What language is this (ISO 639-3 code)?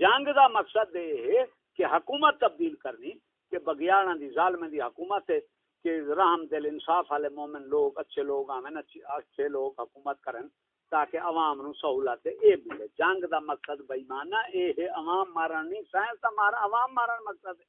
skr